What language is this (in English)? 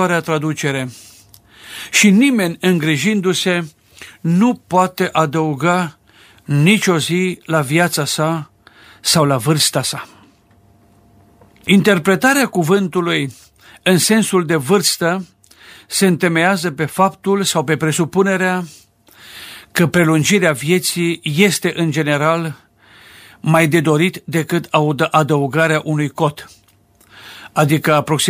Romanian